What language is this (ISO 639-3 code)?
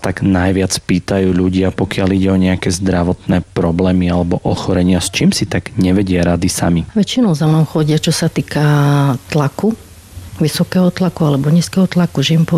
slk